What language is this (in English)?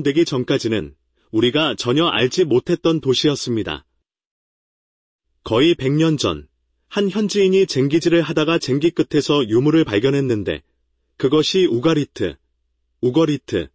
Korean